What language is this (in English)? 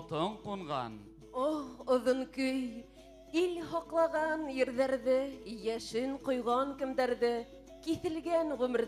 Bashkir